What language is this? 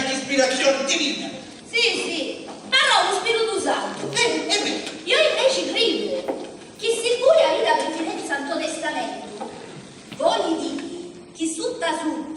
Sicilian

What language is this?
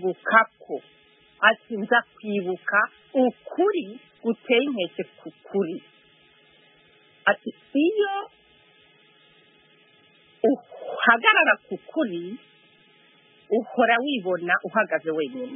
Kinyarwanda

